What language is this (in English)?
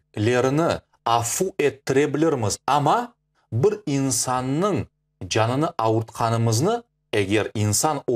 Crimean Tatar